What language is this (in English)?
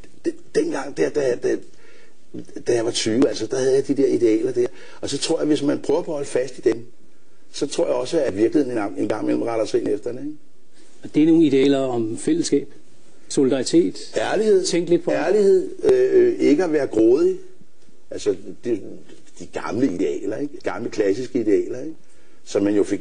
Danish